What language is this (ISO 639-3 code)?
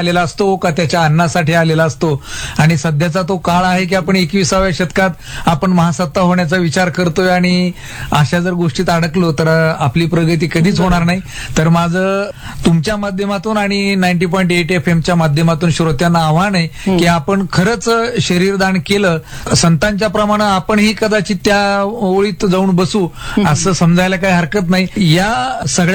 mar